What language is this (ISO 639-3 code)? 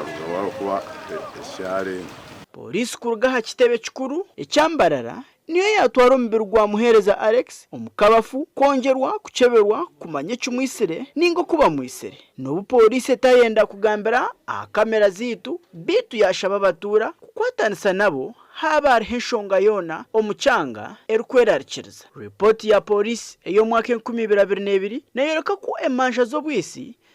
nyn